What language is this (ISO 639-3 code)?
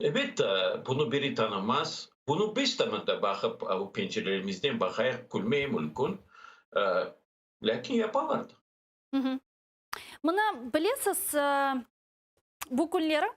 crh